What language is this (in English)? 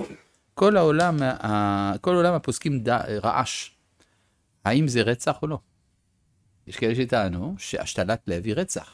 Hebrew